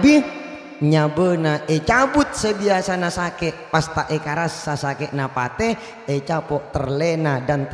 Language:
Madurese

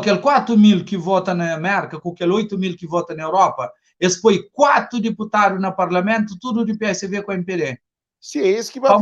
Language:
Kabuverdianu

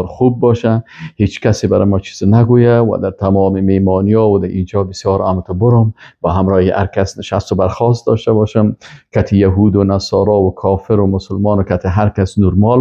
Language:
Persian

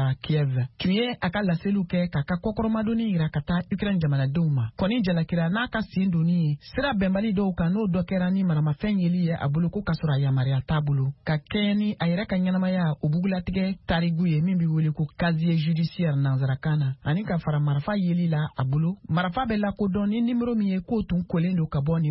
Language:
Bambara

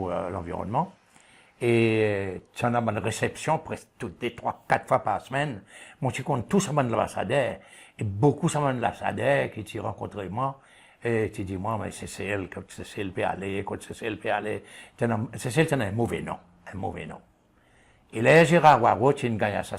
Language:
Seselwa Creole French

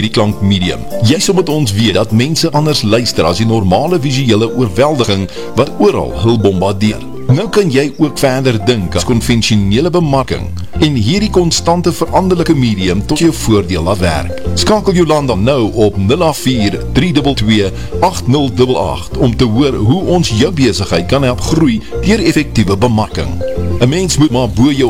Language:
Afrikaans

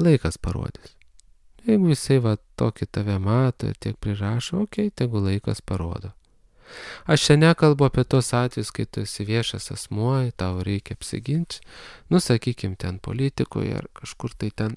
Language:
Lithuanian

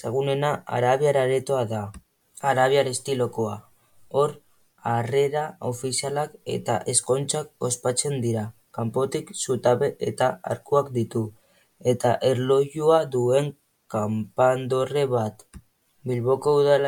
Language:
Basque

